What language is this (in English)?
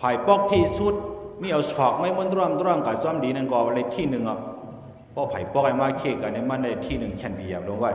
Shan